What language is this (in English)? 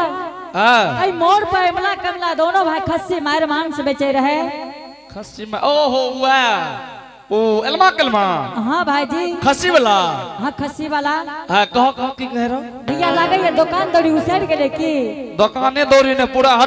Angika